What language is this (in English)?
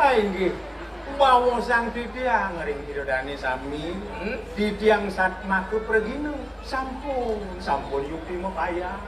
Balinese